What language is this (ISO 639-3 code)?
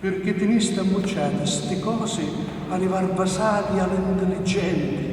scn